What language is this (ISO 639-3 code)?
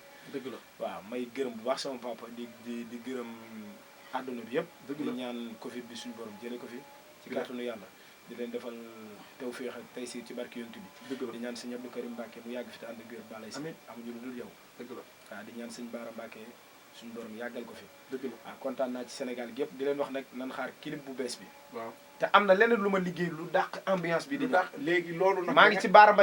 wol